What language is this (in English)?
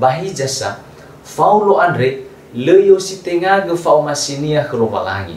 Nias